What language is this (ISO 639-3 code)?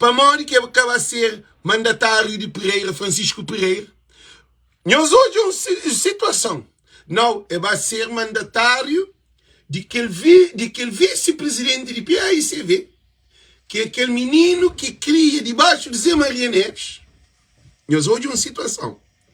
kea